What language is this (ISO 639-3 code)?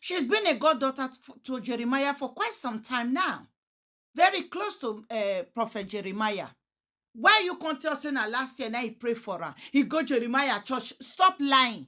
pcm